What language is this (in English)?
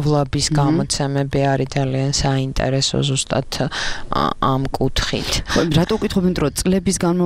Georgian